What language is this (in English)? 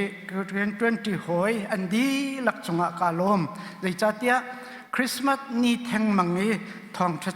Hakha Chin